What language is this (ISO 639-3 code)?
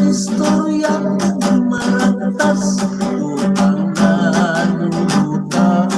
hil